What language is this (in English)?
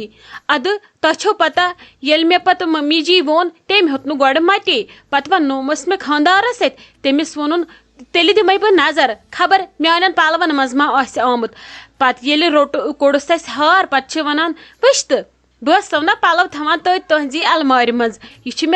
Kashmiri